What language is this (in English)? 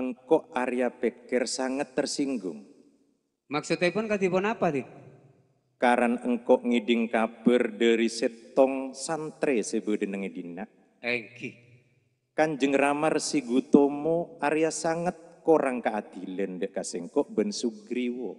Madurese